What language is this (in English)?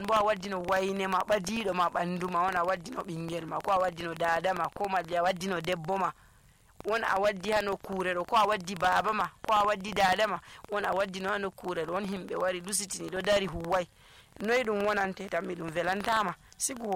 Nigerian Fulfulde